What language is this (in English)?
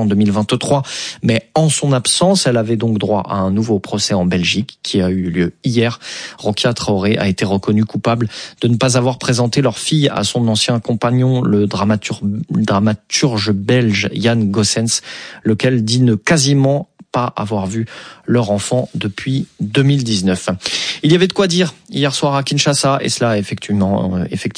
French